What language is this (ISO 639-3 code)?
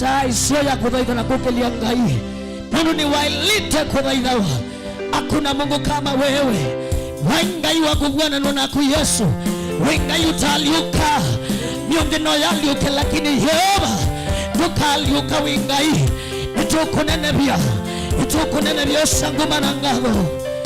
kam